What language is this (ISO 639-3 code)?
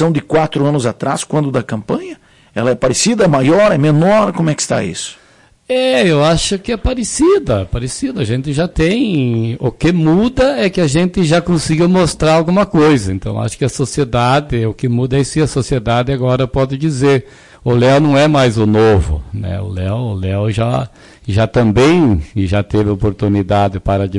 por